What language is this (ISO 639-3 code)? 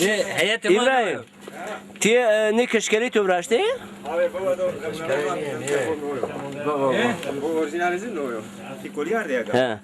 zza